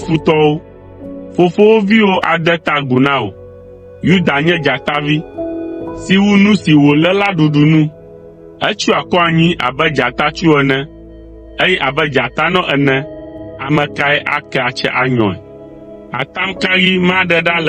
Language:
Ewe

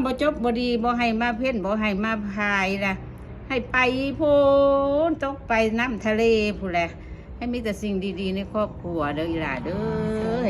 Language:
Northeastern Thai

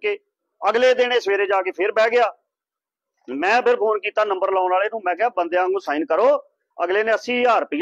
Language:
Punjabi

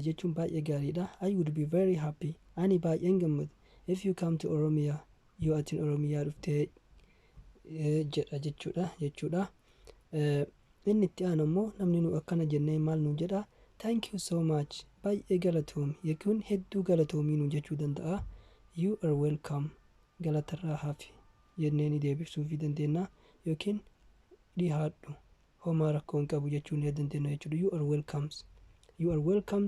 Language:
Oromo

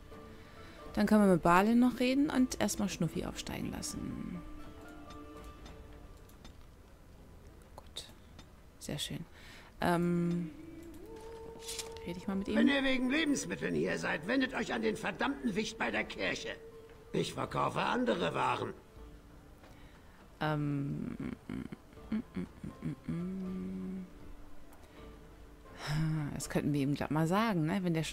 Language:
German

